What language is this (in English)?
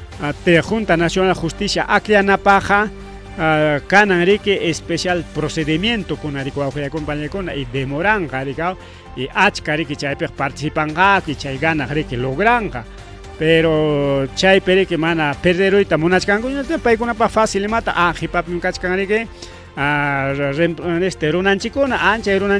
Ayacucho Quechua